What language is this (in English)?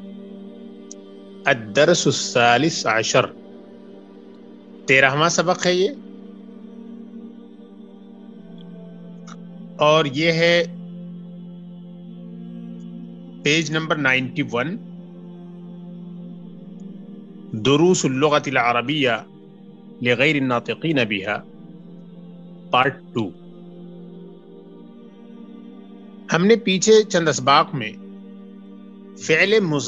Urdu